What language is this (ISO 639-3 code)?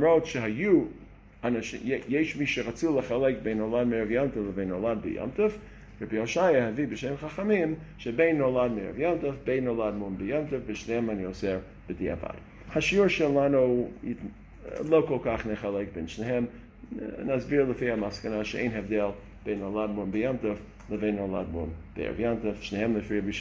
heb